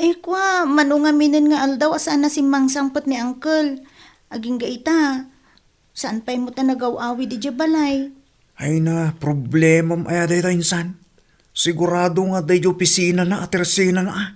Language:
Iloko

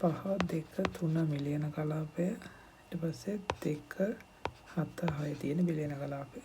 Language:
Sinhala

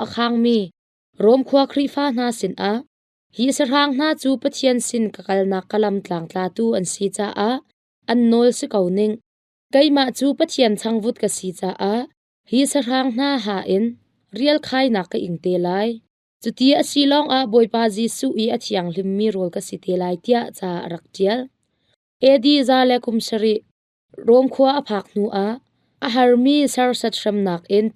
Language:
Hakha Chin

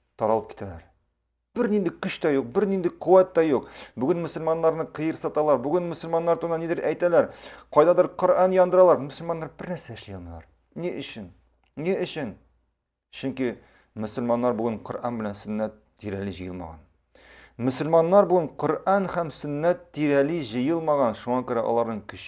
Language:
Tatar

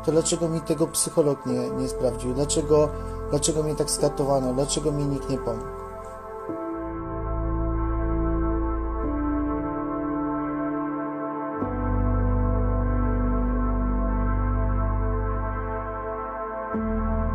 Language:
Polish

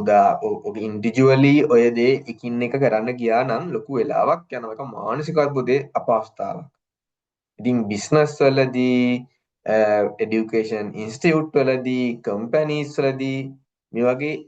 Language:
Sinhala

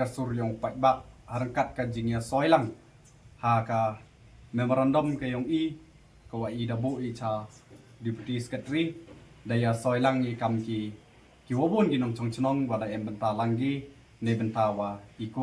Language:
Pnar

